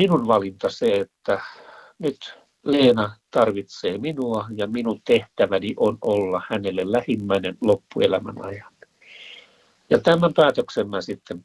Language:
Finnish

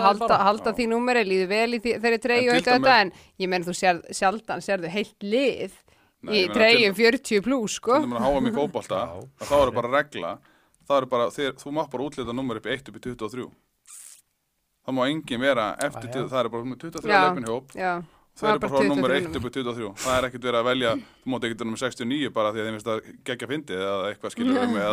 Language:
Icelandic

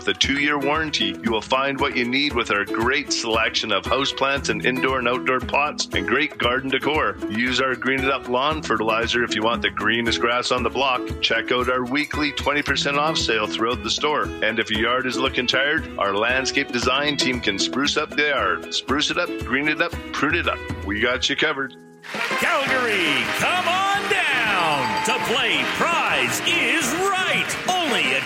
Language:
English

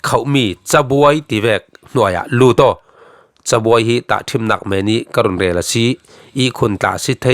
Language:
Falam Chin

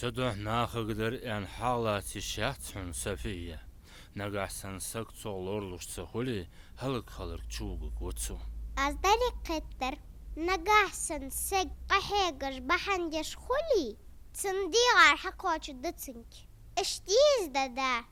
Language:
Ingush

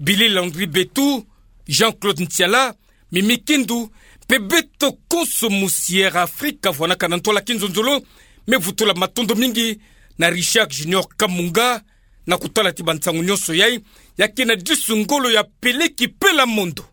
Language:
Kituba (Democratic Republic of Congo)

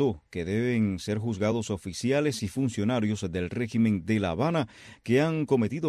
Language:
Spanish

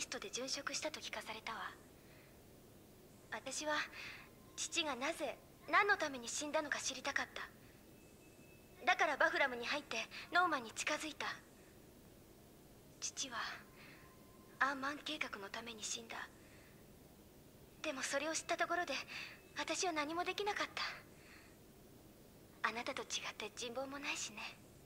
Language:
Japanese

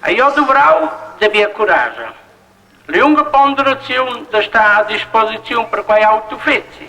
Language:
Romansh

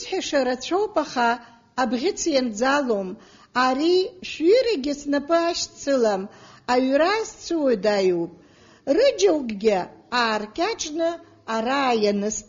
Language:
Abkhazian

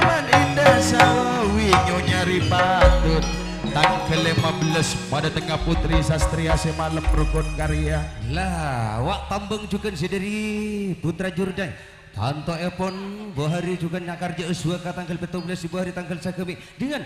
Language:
Madurese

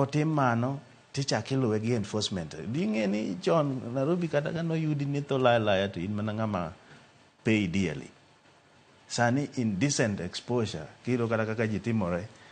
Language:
Luo (Kenya and Tanzania)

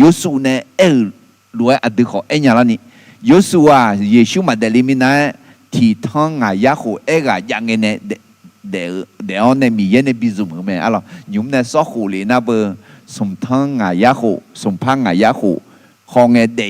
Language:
Akha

